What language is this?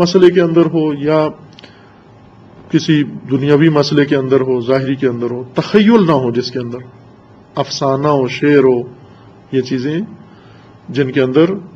Urdu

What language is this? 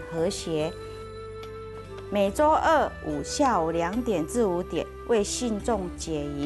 Chinese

